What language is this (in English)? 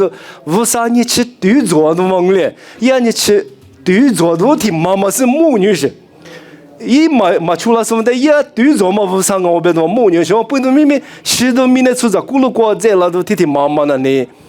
Lisu